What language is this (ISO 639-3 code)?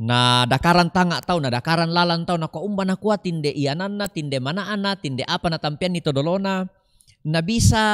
sda